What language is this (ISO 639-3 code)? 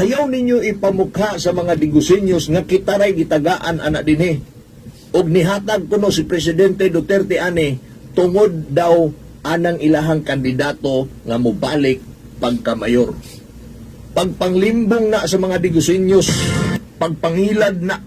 ceb